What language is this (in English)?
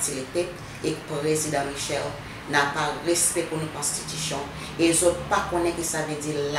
Seselwa Creole French